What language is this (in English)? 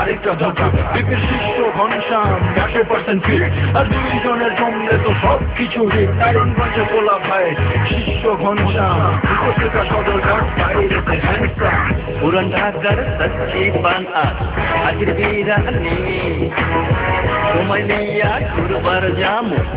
Bangla